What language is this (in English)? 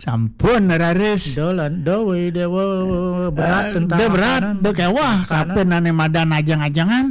Balinese